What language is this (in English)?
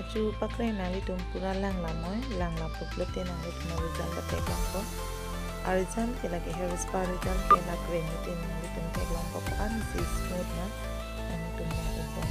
Karbi